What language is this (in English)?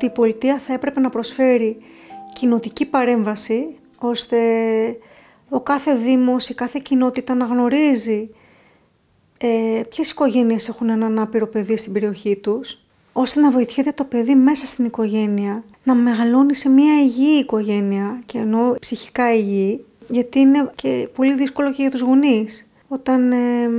Greek